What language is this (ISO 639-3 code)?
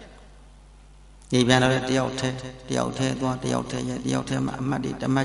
mya